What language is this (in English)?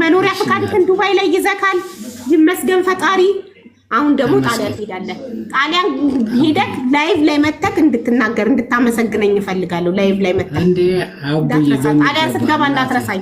Amharic